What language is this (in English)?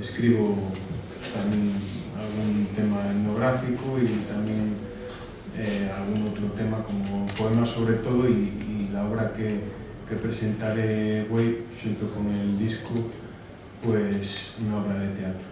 Asturian